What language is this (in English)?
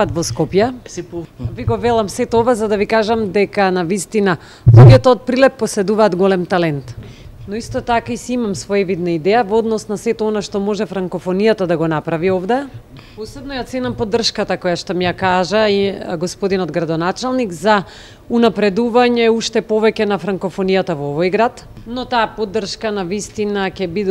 Macedonian